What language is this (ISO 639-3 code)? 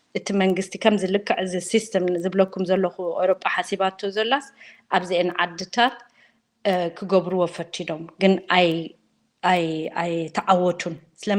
tir